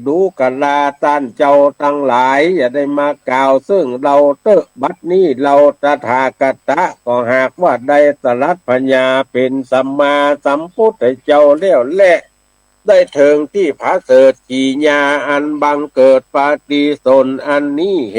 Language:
Northern Thai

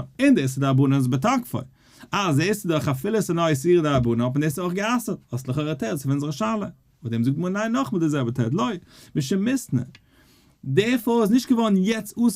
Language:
Yiddish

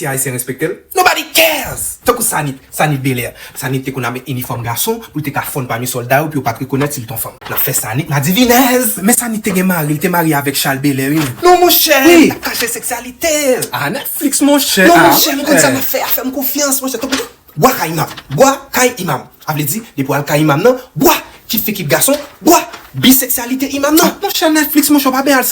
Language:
Haitian Creole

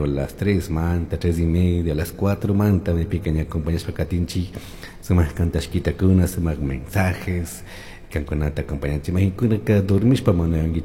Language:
Chimborazo Highland Quichua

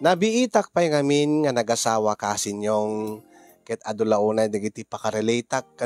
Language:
Iloko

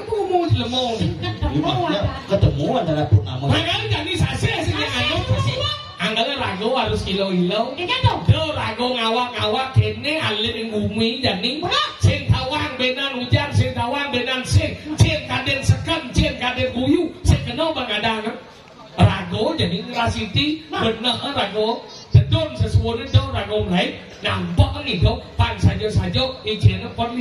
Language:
Balinese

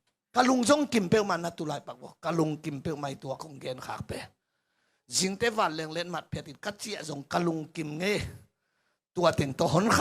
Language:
Tedim Chin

